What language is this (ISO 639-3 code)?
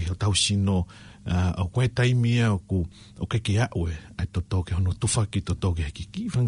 ton